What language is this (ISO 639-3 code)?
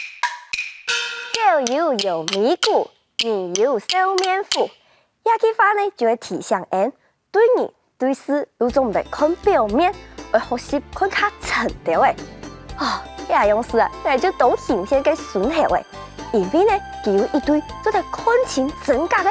hak